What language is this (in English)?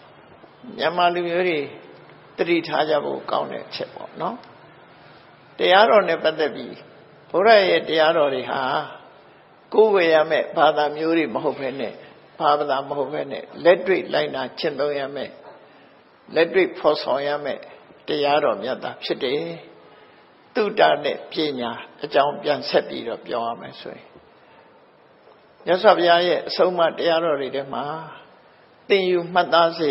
Burmese